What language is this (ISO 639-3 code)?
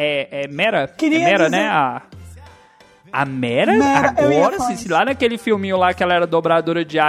por